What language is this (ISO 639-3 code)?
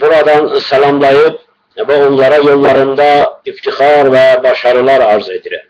azb